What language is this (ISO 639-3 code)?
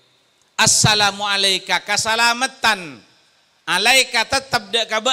mad